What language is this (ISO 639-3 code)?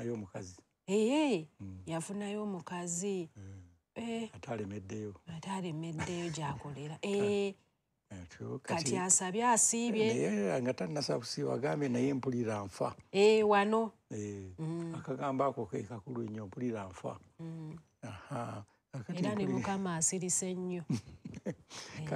lug